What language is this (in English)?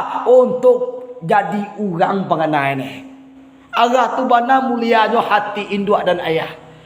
Minangkabau